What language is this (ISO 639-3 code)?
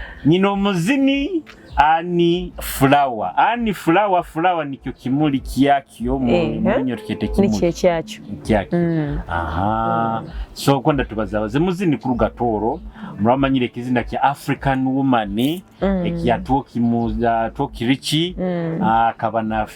nyo